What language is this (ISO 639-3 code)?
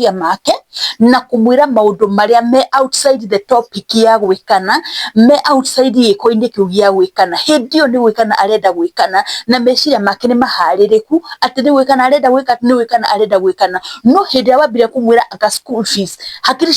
kik